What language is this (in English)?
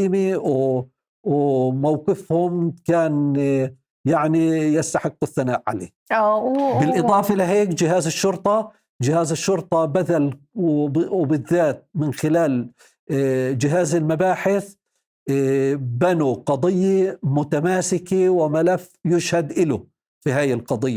North Levantine Arabic